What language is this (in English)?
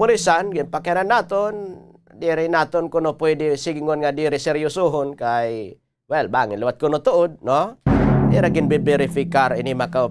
Waray